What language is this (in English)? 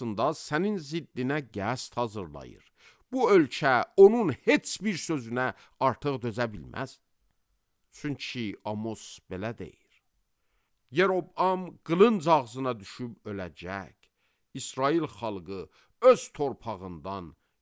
Azerbaijani